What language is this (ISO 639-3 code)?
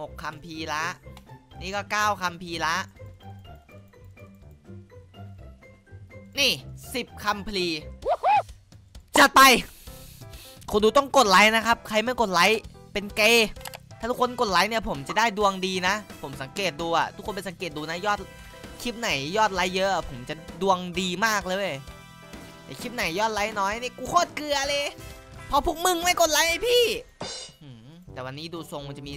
tha